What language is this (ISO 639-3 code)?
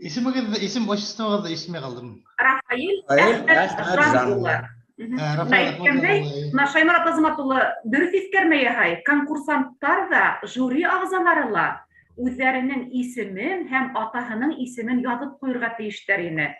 bak